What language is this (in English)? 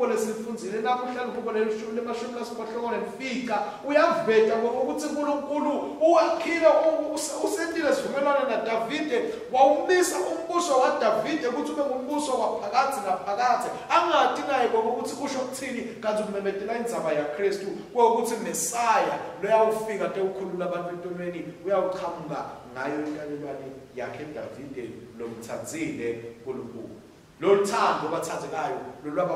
Swati